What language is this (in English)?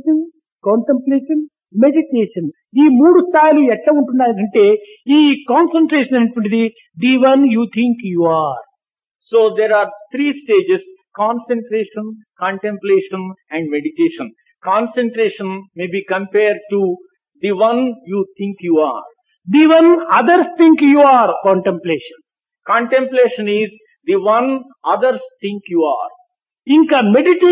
Telugu